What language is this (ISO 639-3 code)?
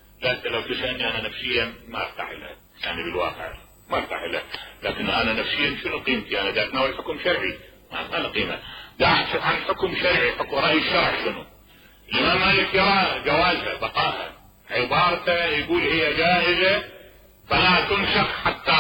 acm